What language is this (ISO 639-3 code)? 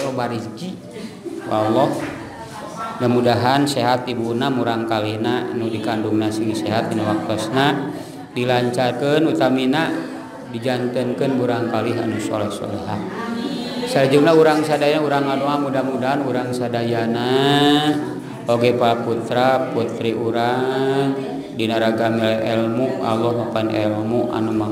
sun